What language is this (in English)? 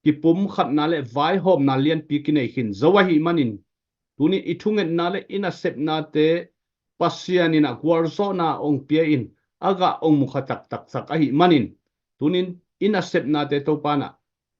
Tedim Chin